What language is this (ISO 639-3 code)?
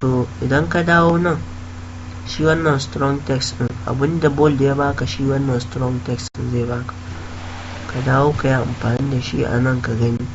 hau